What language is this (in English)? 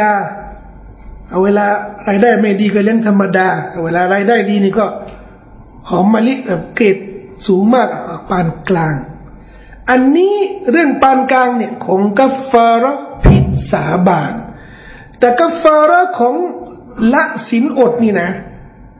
Thai